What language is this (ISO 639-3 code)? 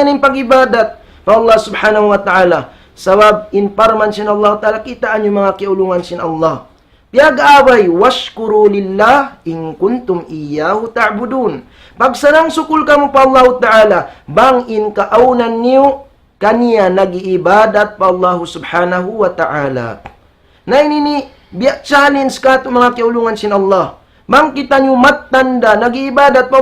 tsg